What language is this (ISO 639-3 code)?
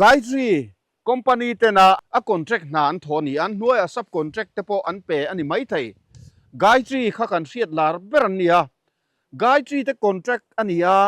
lus